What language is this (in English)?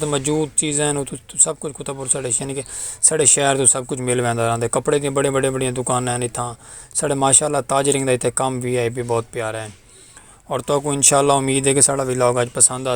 Saraiki